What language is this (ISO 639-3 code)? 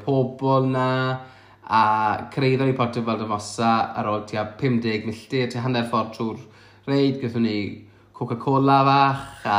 cym